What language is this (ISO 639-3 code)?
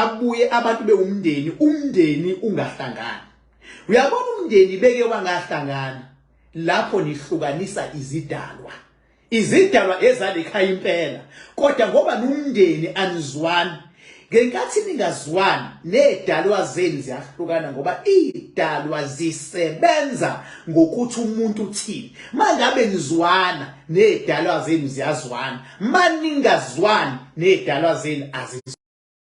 zul